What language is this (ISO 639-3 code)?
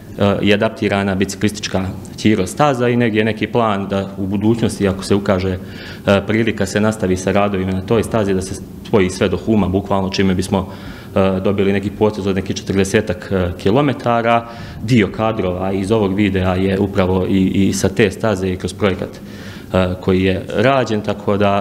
bos